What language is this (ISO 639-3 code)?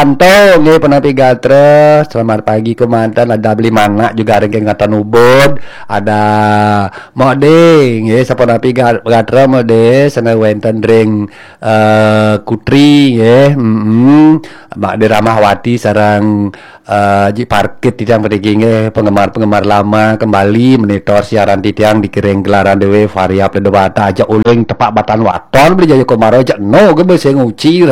ban